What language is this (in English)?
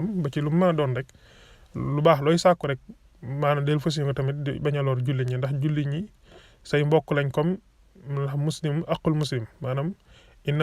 Wolof